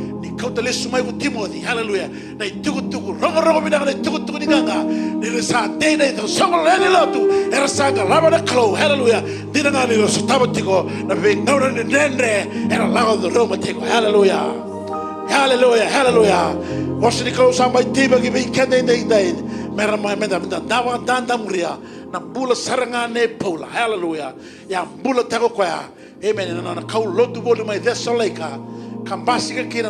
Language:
Fijian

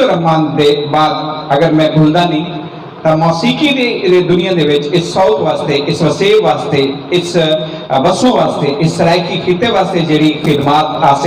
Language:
Saraiki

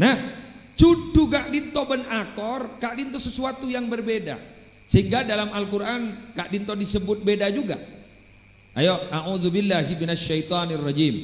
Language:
Madurese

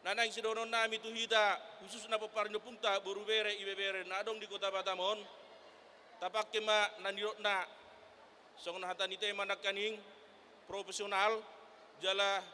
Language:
Batak Toba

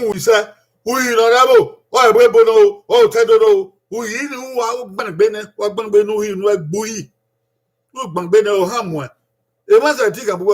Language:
Bini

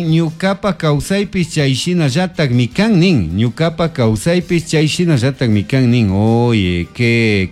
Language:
Chimborazo Highland Quichua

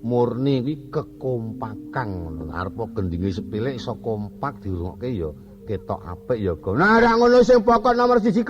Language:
Javanese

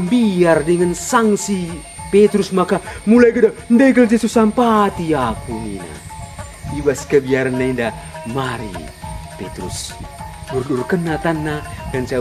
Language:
Batak Karo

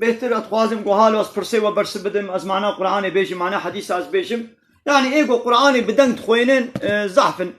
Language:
Kurdish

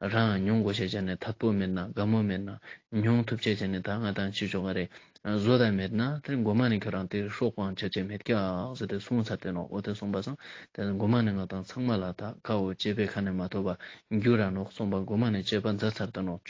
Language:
Ladakhi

